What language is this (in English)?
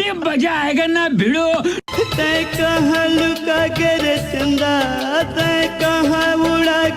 Chhattisgarhi